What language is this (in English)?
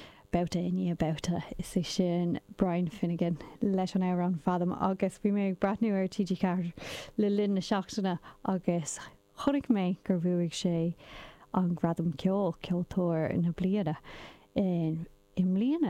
Irish